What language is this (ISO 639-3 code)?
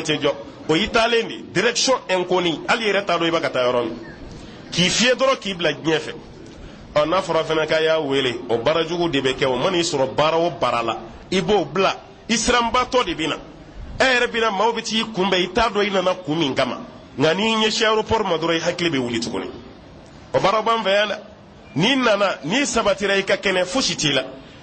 bam